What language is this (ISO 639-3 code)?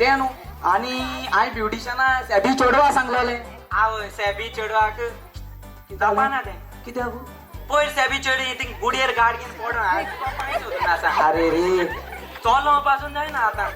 kok